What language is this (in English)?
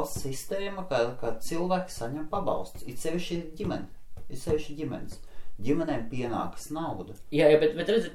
Latvian